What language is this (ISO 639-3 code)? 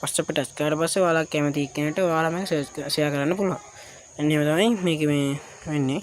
sin